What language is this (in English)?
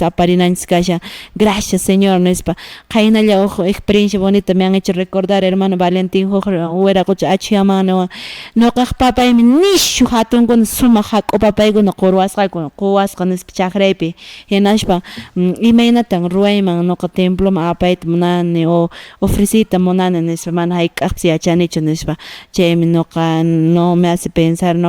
Quechua